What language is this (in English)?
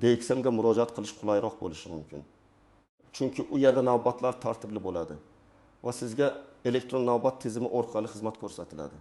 Uzbek